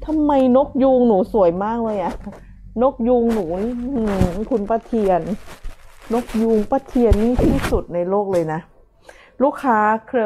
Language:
Thai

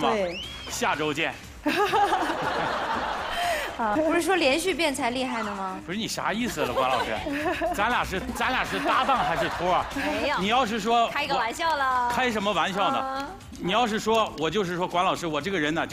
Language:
Chinese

